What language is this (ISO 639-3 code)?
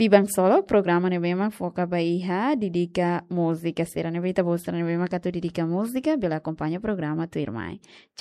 tet